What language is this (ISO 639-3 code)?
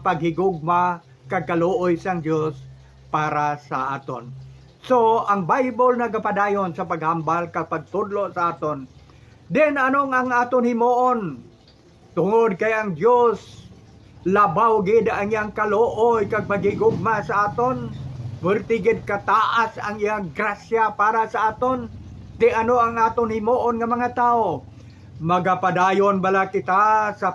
hil